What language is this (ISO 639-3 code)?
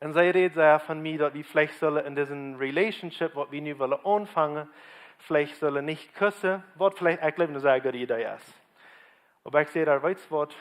pdt